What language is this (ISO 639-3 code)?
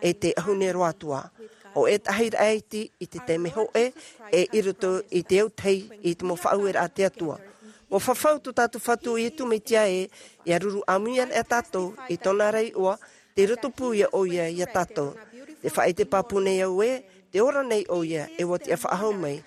tah